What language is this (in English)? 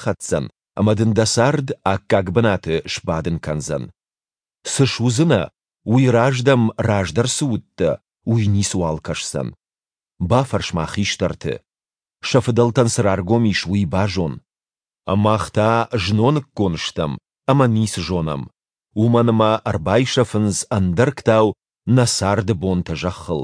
Ossetic